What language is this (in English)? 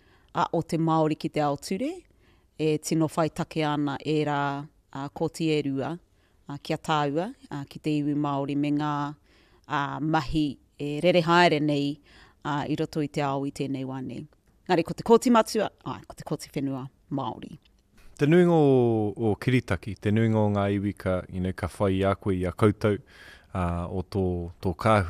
Māori